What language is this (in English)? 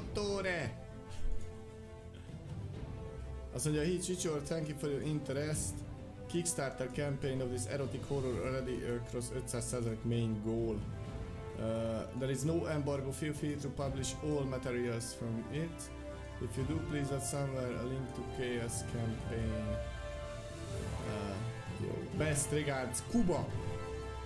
Hungarian